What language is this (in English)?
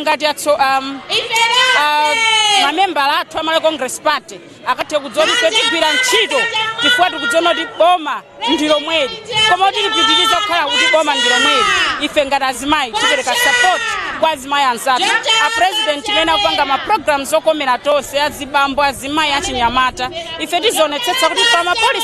Nyanja